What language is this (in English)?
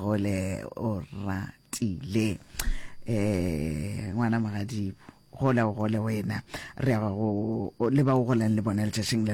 Northern Sotho